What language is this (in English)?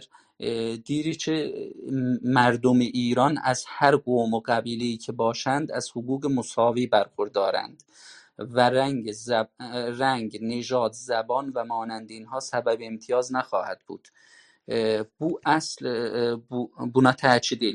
South Azerbaijani